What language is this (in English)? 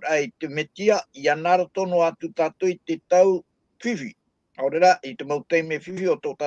Tahitian